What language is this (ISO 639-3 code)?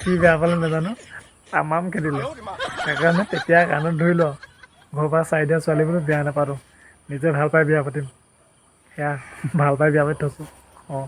asm